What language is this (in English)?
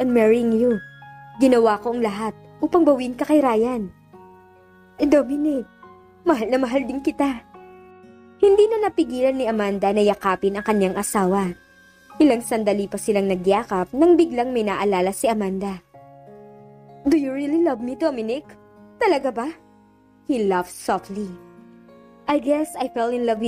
Filipino